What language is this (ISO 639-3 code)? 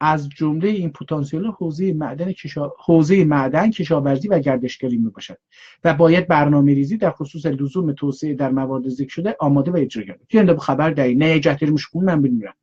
azb